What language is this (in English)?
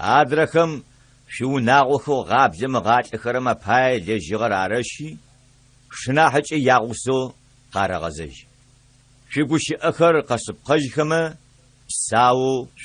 Adyghe